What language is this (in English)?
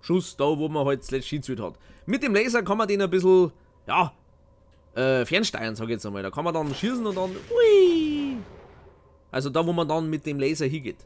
Bavarian